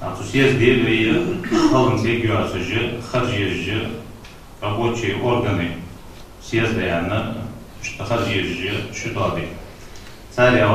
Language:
Ingush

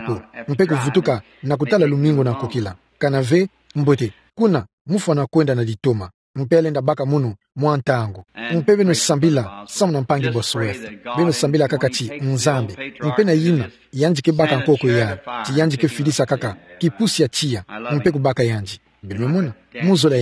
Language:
Kituba (Democratic Republic of Congo)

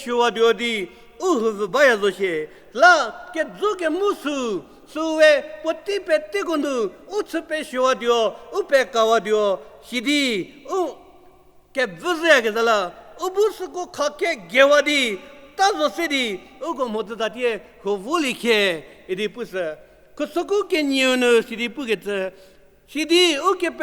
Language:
Angami Naga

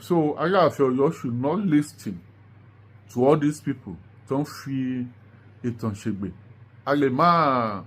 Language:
Yoruba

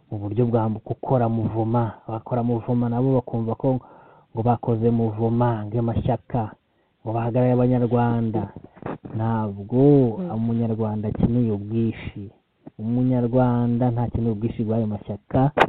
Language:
Kinyarwanda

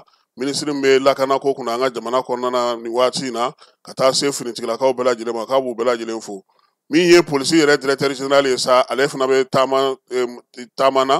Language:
Bambara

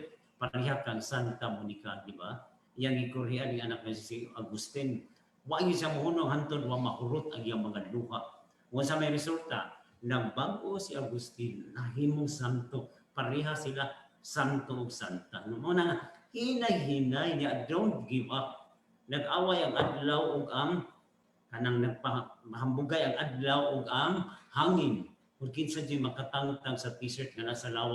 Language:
Cebuano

